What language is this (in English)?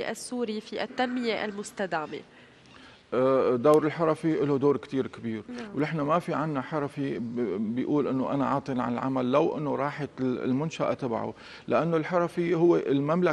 North Levantine Arabic